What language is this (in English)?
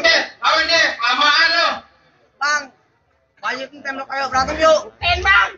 Betawi